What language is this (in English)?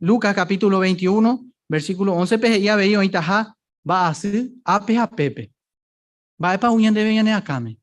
Guarani